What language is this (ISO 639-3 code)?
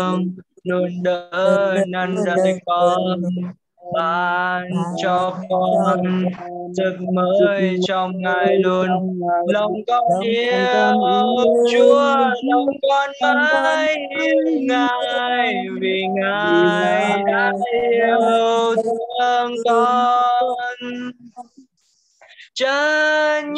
vie